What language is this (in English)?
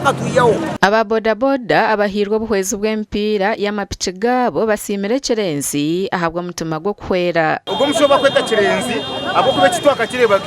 Nyankole